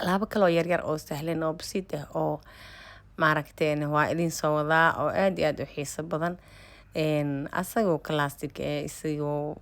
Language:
Somali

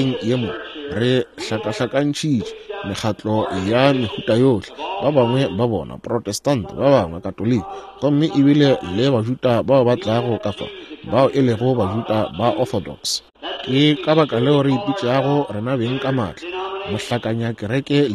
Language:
Northern Sotho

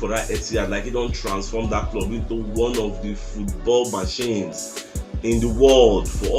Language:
Nigerian Pidgin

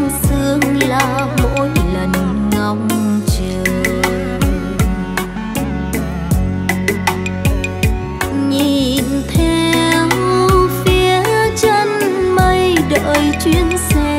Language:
Vietnamese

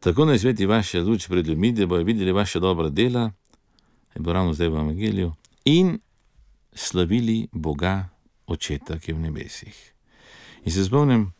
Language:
Slovenian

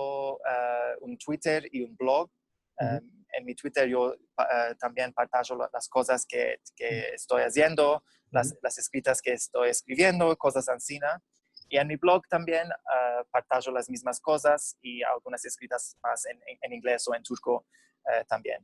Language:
Ladino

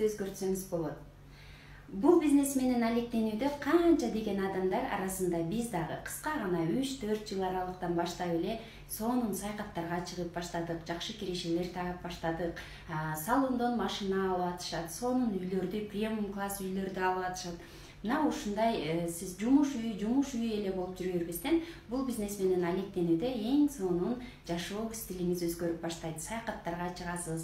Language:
Kyrgyz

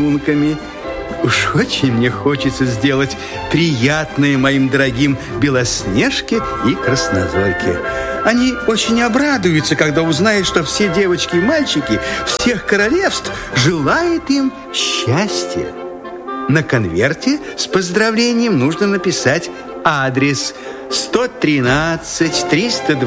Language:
Russian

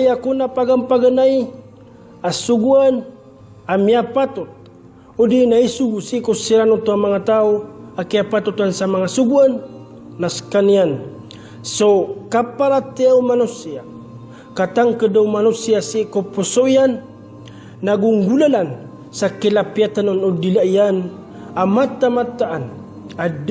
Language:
Maranao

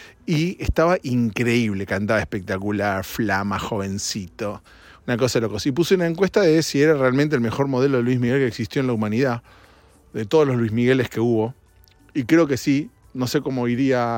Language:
Spanish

